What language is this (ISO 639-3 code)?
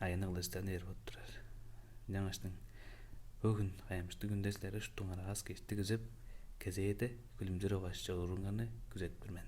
tyv